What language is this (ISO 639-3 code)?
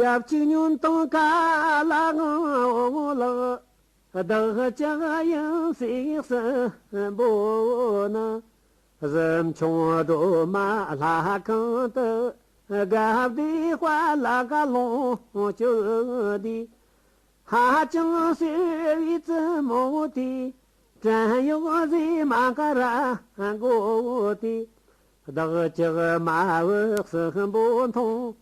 adx